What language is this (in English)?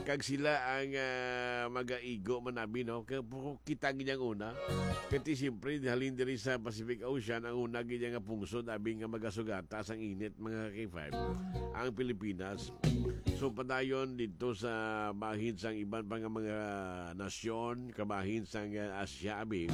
Hiligaynon